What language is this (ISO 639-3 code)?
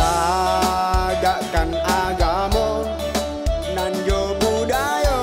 min